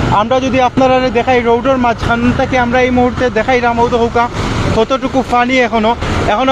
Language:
Sylheti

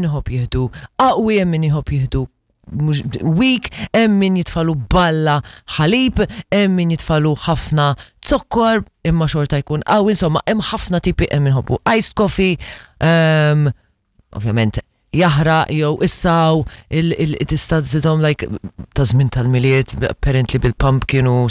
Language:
Maltese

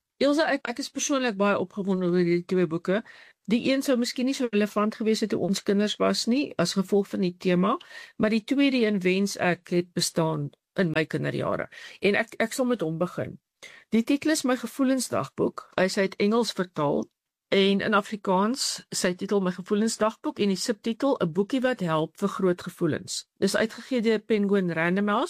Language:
Afrikaans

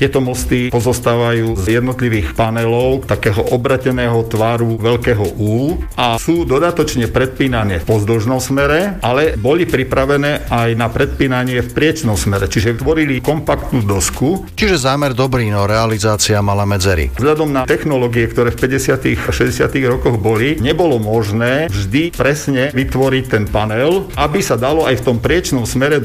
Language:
Slovak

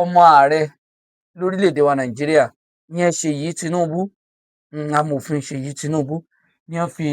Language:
Yoruba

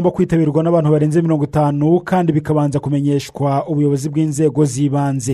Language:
Kinyarwanda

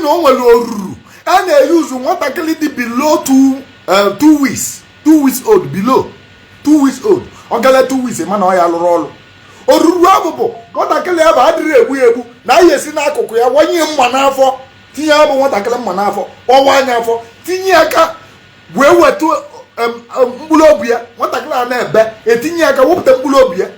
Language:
Igbo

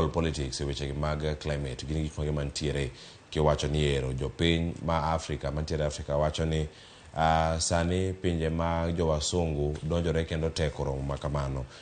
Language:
Luo (Kenya and Tanzania)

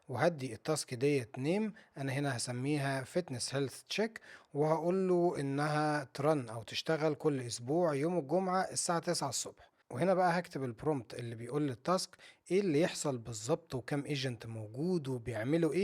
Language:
Egyptian Arabic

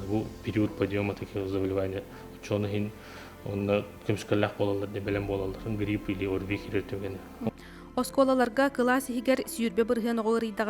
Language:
Yakut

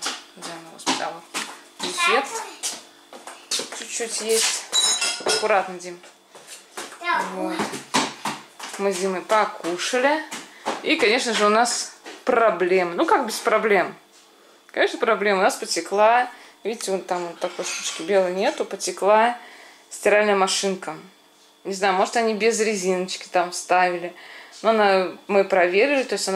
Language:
Russian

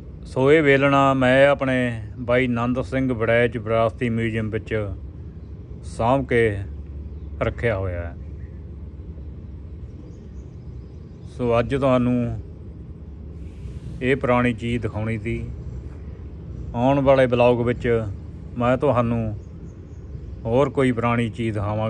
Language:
Punjabi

